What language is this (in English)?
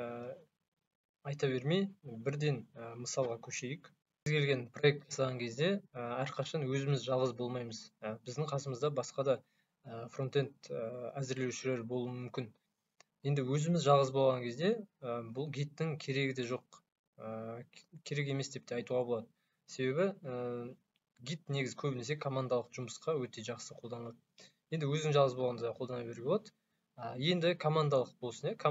Kazakh